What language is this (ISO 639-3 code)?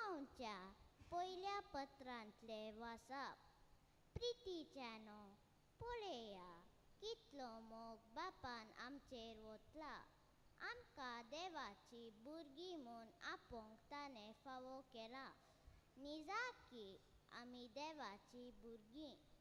kok